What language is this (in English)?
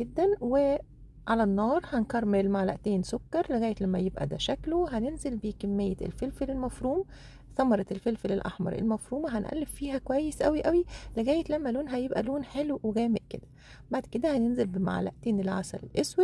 Egyptian Arabic